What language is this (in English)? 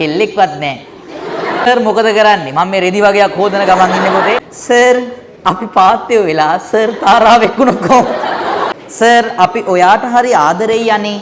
Sinhala